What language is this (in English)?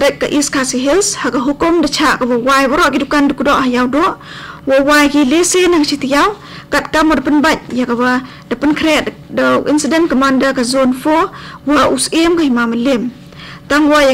Khasi